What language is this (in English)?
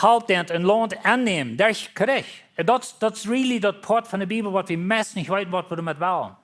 Plautdietsch